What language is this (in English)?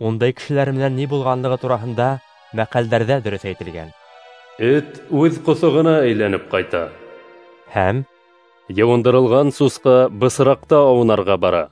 Bashkir